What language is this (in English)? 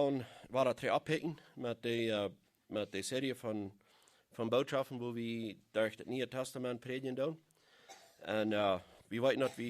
Plautdietsch